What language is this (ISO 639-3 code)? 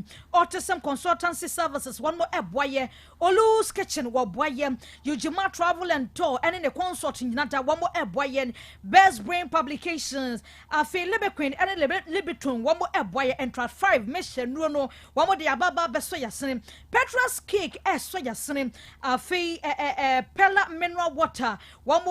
aka